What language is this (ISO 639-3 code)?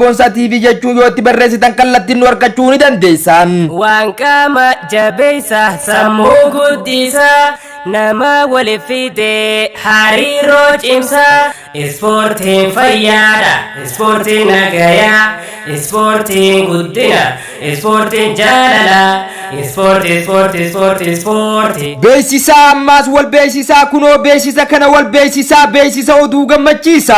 orm